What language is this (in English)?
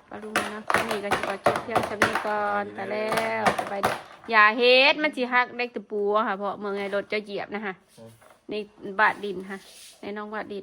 Northeastern Thai